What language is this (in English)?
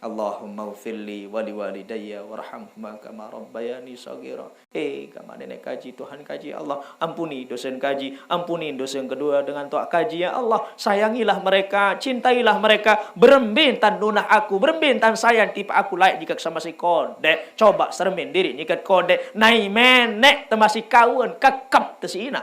Sasak